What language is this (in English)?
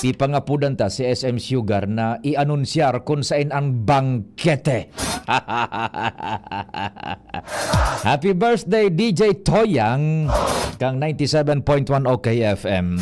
Bikol